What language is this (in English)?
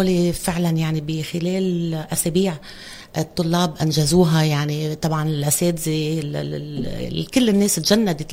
North Levantine Arabic